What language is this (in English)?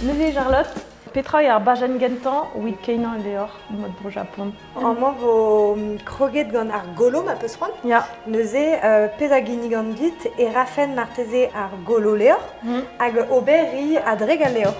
Breton